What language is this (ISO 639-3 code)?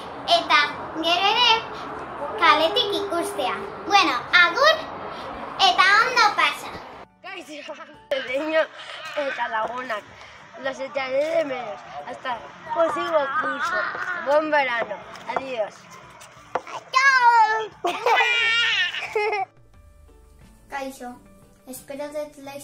eus